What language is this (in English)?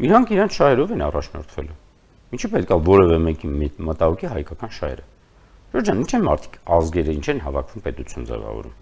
Armenian